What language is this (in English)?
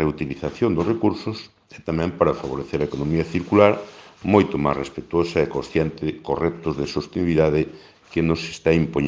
Galician